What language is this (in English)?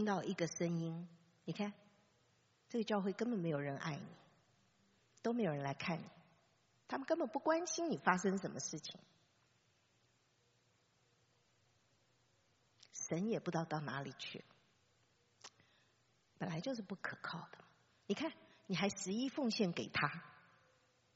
Chinese